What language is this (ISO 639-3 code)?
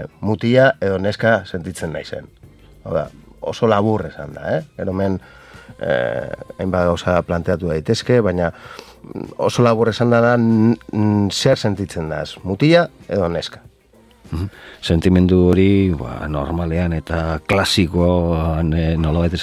eus